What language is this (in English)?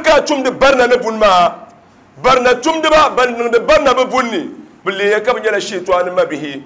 Dagbani